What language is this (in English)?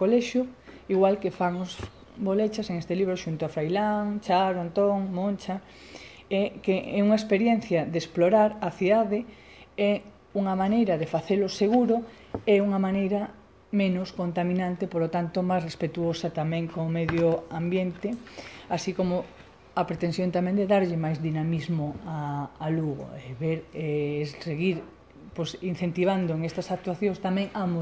Galician